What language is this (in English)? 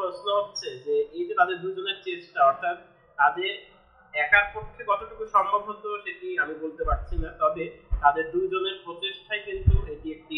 Bangla